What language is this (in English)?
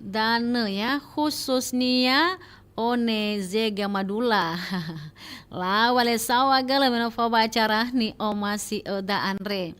Nias